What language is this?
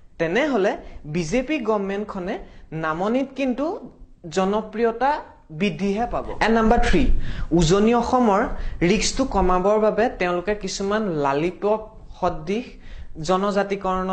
Assamese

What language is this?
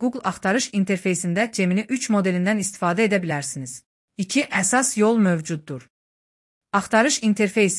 Azerbaijani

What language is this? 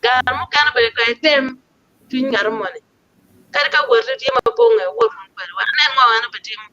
Acoli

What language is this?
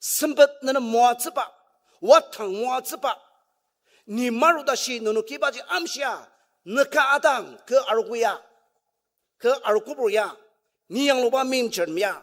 Ao Naga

